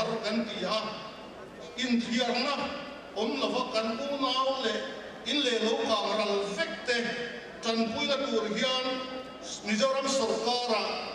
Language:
Mizo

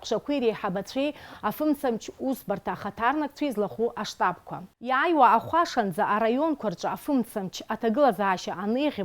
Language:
Abkhazian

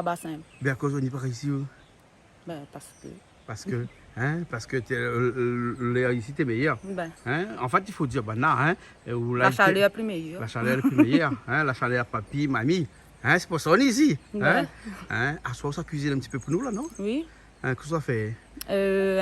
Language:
Réunion Creole French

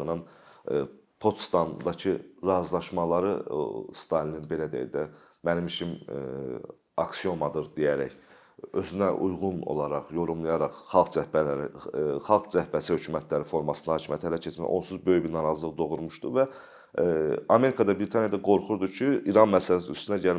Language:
Azerbaijani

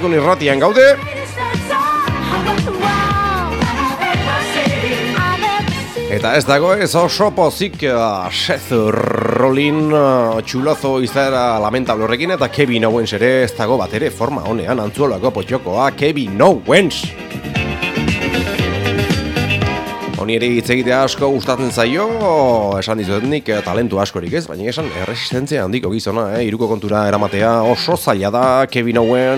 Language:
Basque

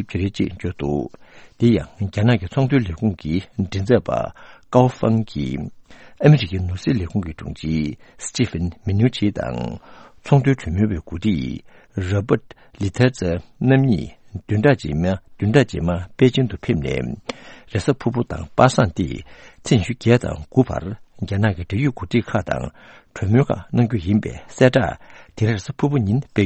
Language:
Tibetan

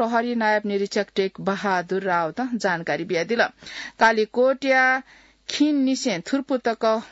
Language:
Newari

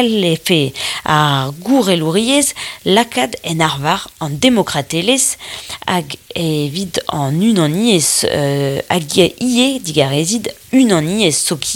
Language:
Breton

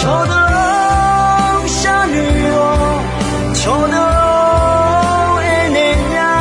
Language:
Akha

